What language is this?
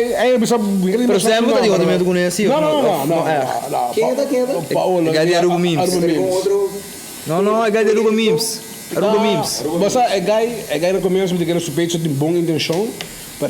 Papiamento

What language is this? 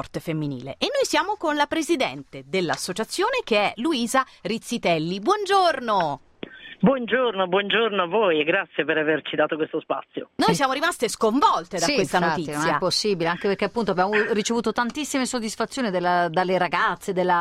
Italian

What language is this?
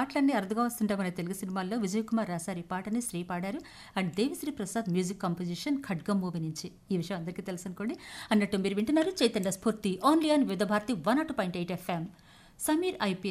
Telugu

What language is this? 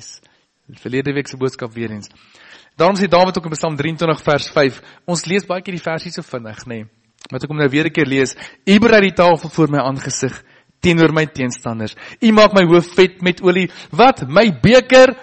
Afrikaans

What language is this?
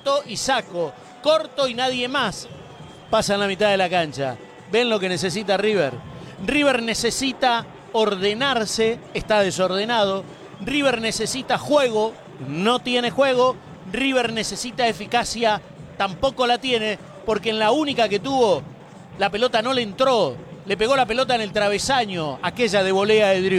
Spanish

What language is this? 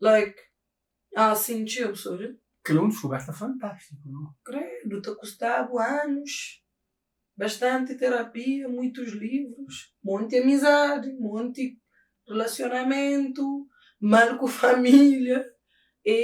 Kabuverdianu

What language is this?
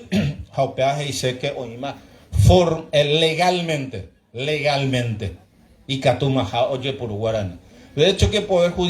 Guarani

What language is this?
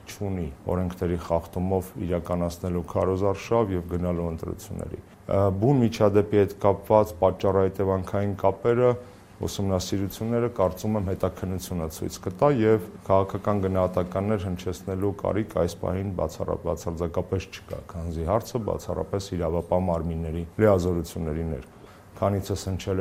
Armenian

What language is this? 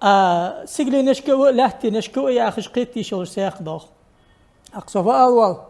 Ingush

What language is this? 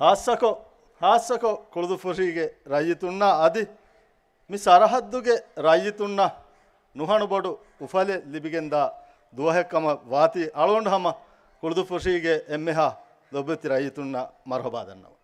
Divehi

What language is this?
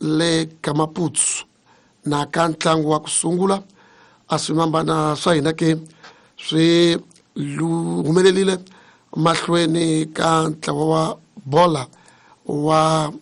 Tsonga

